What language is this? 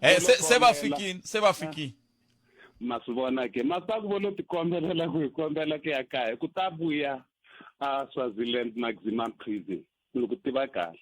Tsonga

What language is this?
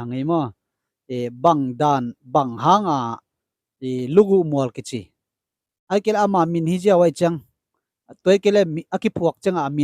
Tedim Chin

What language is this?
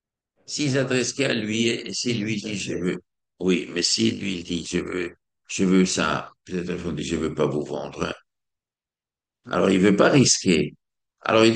French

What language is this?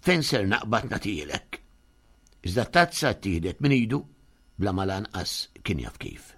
Maltese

